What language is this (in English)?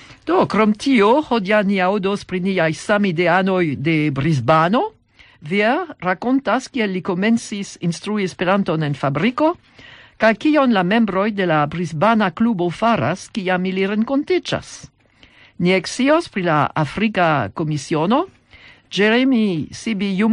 Esperanto